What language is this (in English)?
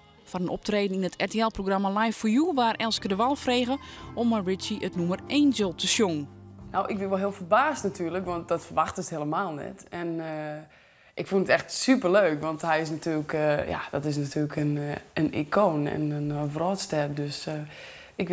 Western Frisian